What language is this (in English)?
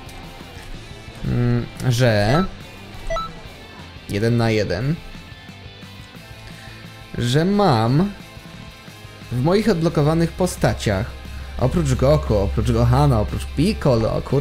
Polish